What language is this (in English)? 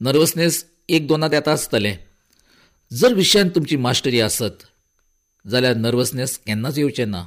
Konkani